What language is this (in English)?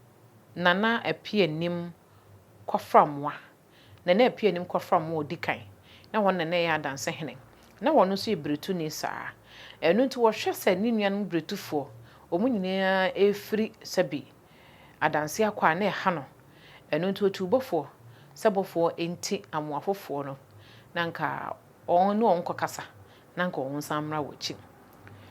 Akan